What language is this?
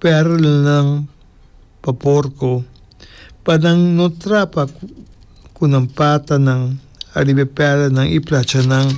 Papiamento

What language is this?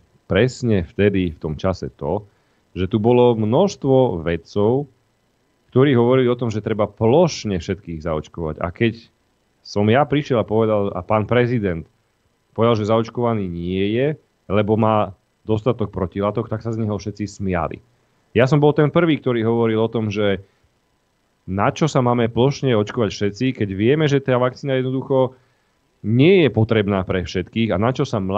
Slovak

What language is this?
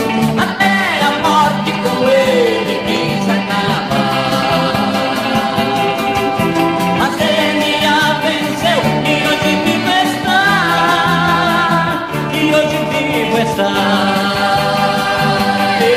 Portuguese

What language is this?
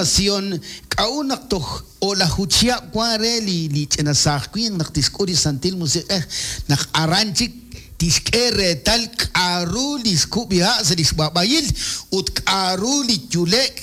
Kekchí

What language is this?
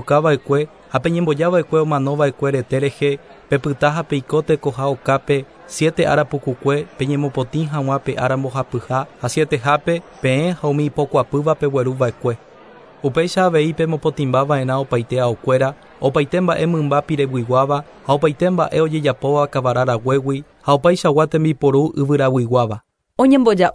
Guarani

